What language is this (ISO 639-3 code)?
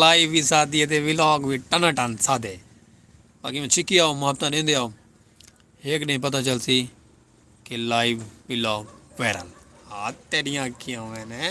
skr